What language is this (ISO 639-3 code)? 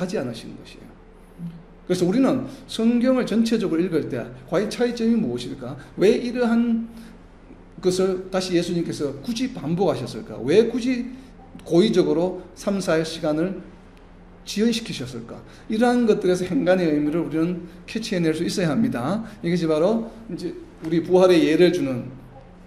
kor